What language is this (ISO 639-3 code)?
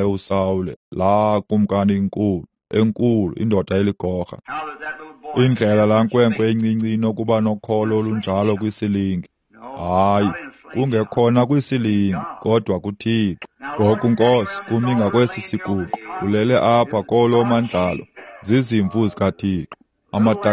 xho